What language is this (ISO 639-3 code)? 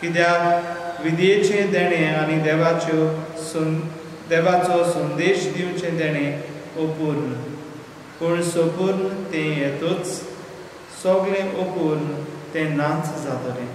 kok